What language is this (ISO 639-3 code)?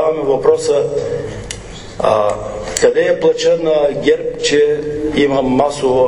bul